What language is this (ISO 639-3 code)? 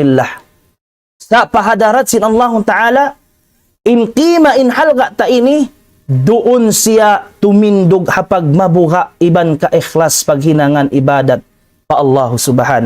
tsg